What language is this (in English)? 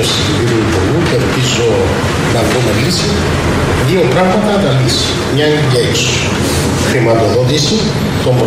Greek